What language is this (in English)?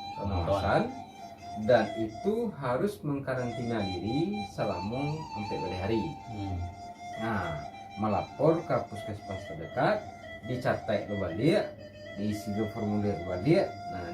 Minangkabau